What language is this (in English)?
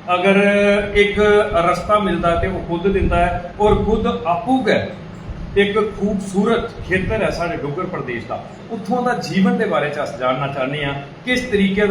Dogri